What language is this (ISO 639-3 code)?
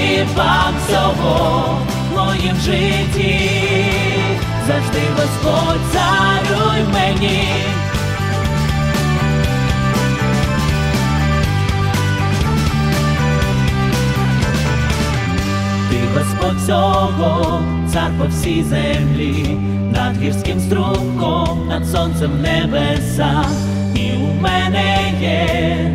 ukr